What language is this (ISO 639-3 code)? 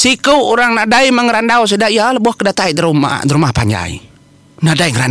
iba